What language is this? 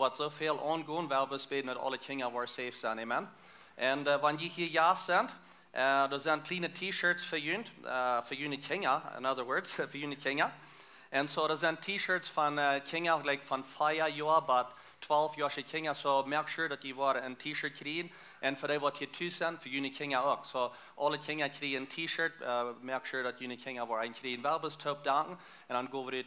Plautdietsch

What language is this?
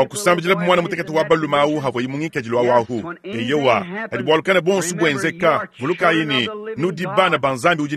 Luba-Lulua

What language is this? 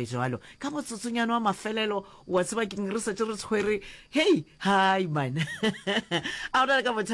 Northern Sotho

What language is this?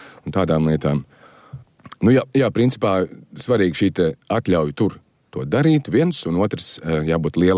Latvian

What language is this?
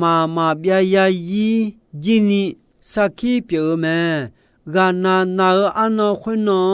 Akha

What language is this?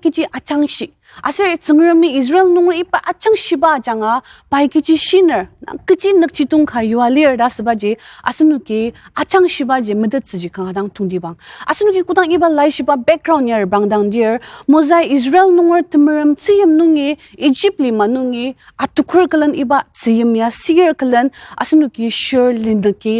Ao Naga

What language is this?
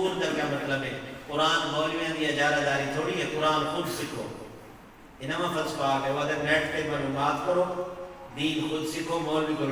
Saraiki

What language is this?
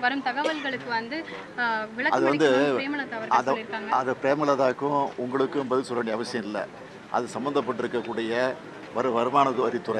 Tamil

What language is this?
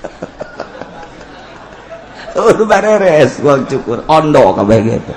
Sundanese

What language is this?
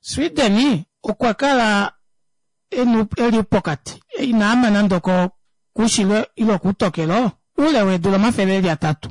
Kuanyama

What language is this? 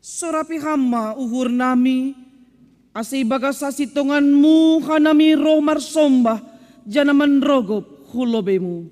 Batak Simalungun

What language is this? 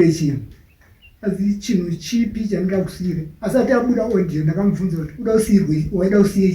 Shona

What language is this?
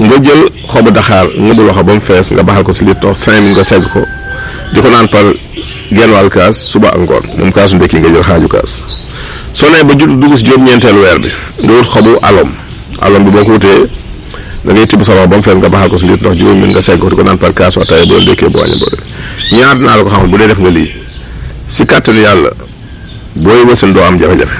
Wolof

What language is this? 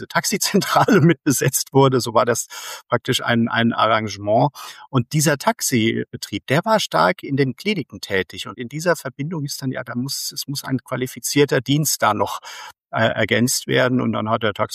German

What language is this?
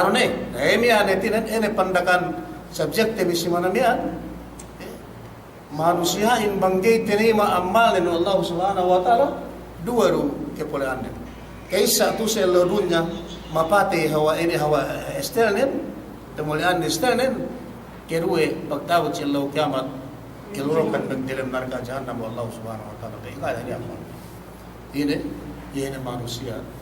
Yakan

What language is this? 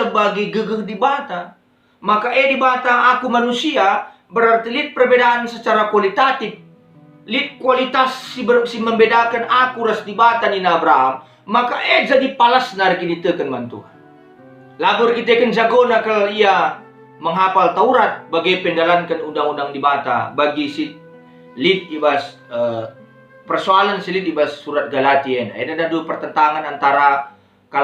Batak Karo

